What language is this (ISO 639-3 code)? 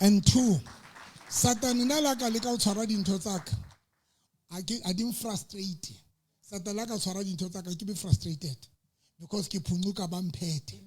sot